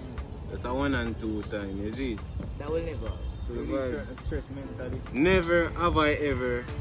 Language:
Jamaican Creole English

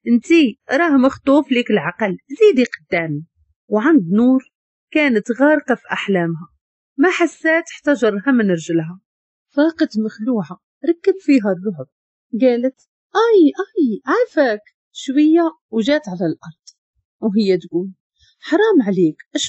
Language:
Moroccan Arabic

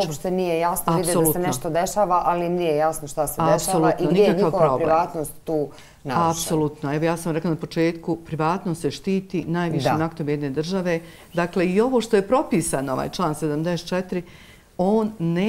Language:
Bosnian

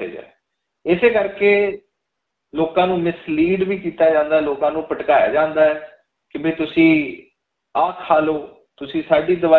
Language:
Punjabi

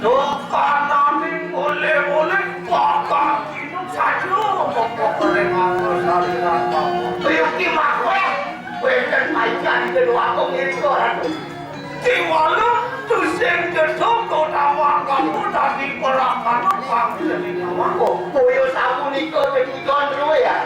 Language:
Balinese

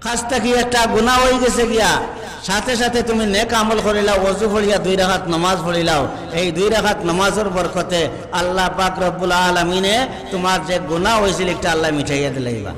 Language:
Sylheti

